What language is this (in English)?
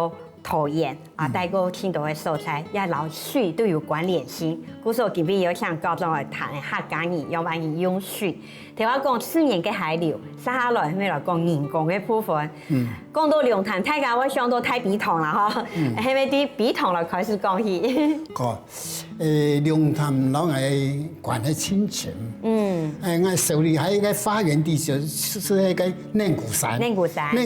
Hakka Chinese